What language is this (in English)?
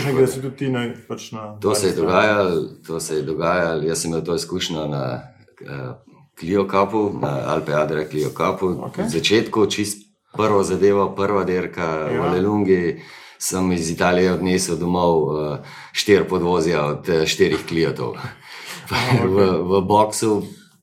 Slovenian